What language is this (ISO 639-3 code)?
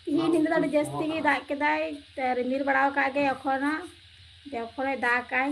sat